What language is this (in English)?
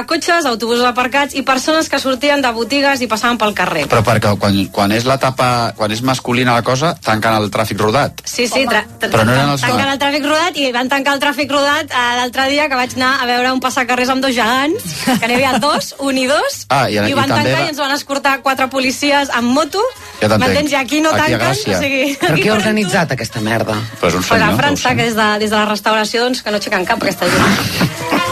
Catalan